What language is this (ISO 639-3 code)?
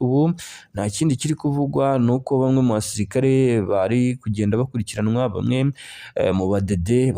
kin